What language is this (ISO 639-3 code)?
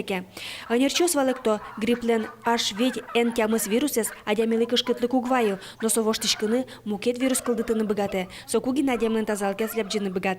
udm